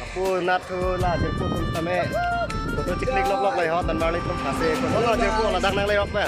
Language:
Karbi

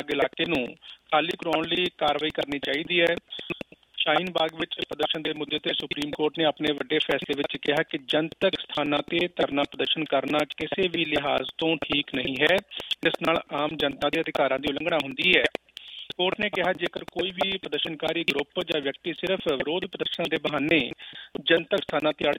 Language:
Punjabi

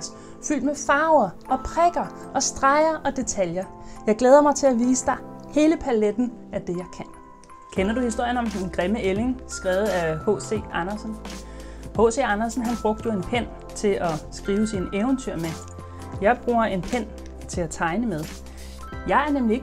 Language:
Danish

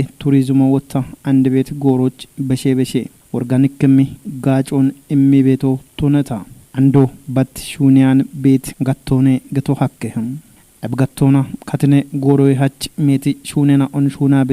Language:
Kafa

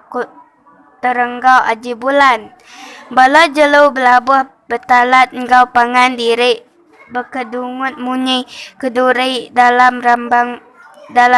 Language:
Iban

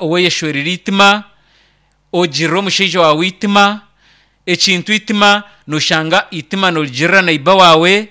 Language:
Nyankole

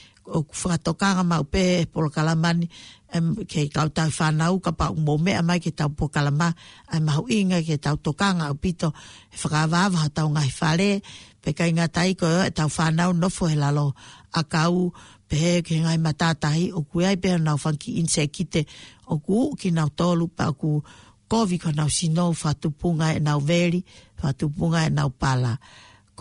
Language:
Tongan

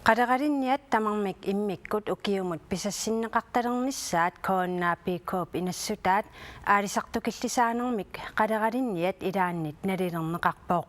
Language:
Kalaallisut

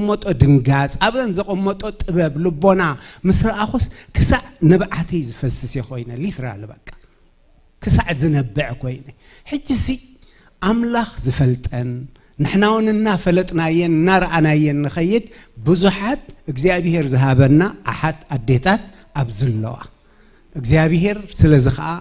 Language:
Tigrinya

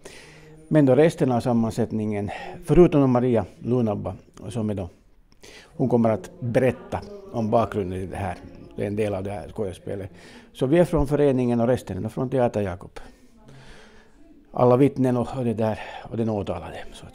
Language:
Swedish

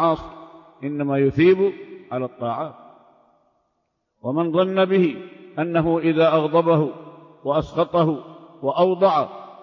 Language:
Arabic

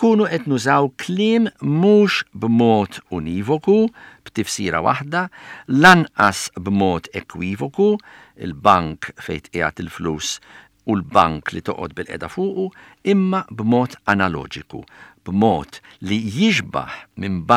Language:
Maltese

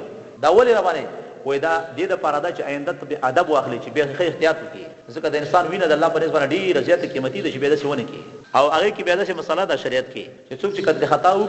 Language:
Pashto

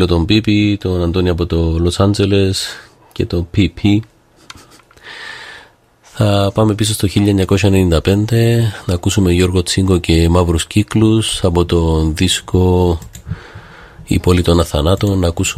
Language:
Greek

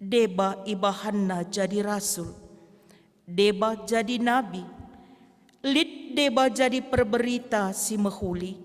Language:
Batak Karo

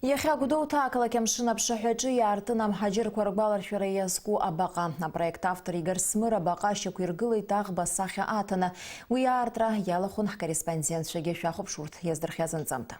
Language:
Abkhazian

